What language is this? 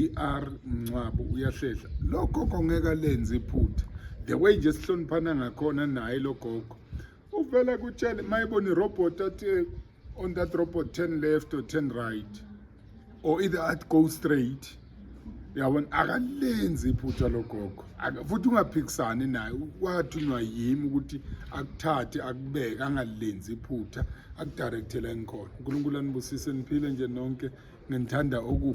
Zulu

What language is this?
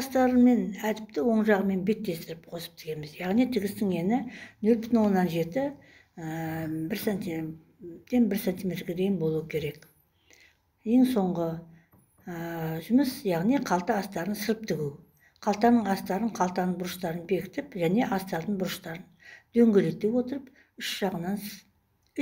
Kazakh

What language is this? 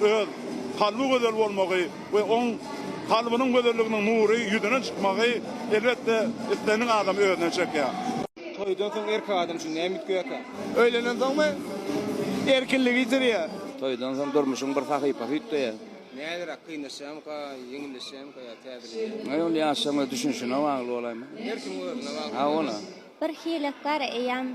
Turkmen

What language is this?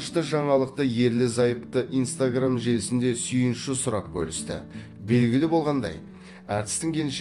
Kazakh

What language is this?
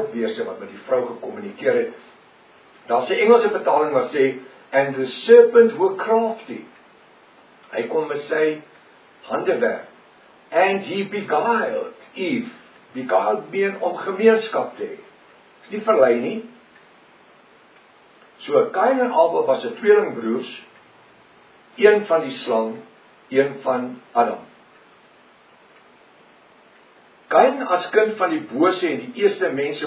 Afrikaans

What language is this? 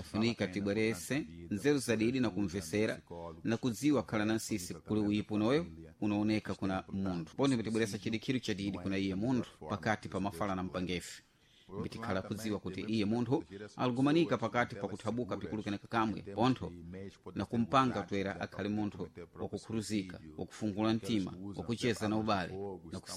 Sena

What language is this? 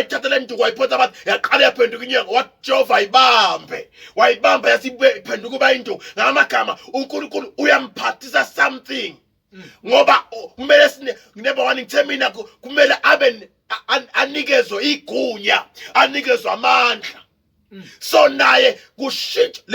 Zulu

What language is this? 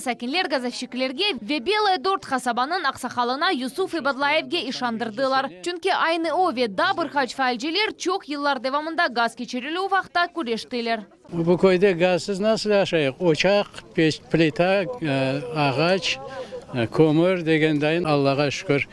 Crimean Tatar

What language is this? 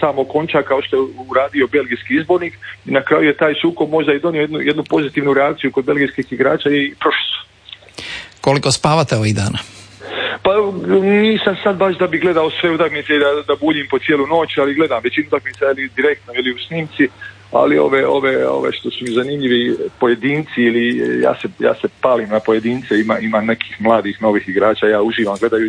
Croatian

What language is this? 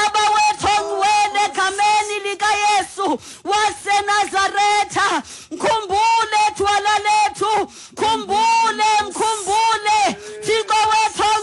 Xhosa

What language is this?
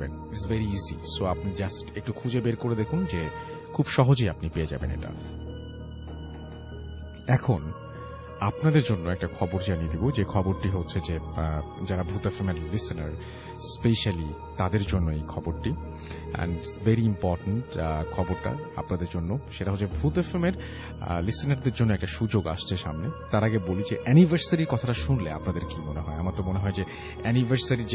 Bangla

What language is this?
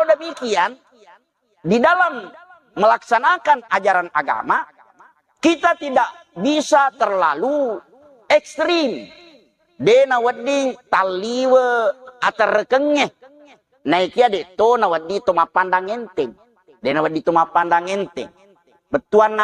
Buginese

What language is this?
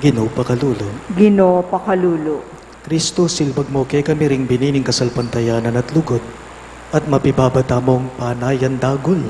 Pampanga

